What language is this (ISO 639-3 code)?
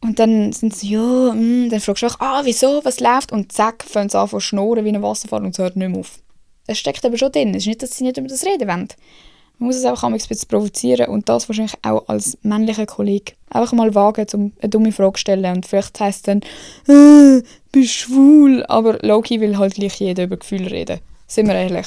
gsw